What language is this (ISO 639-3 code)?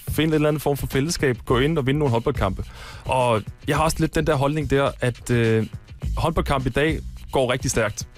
dan